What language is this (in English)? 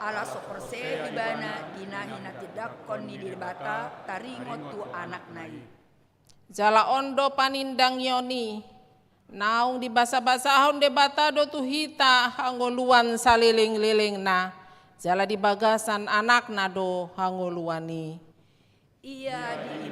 Batak Toba